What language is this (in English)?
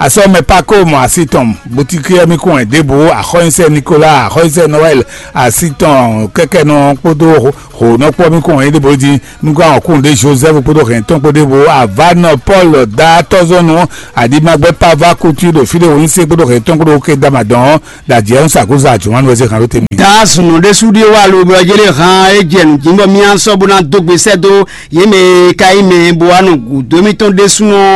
Fon